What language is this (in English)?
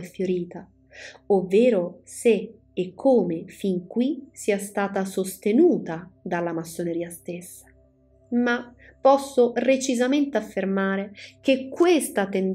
Italian